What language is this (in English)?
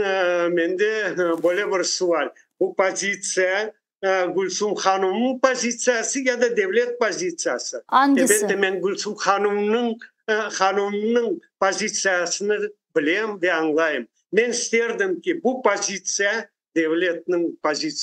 Crimean Tatar